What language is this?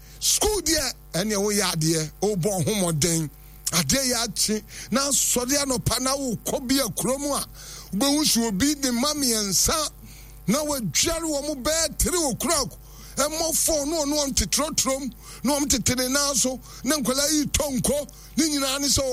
Akan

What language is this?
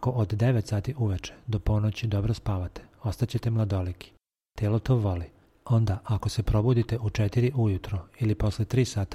Serbian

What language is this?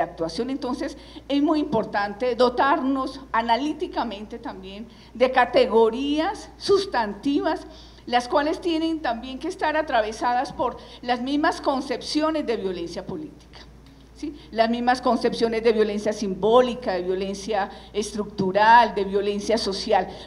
Spanish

